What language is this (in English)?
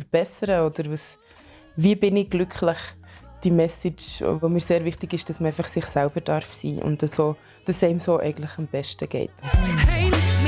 Swiss German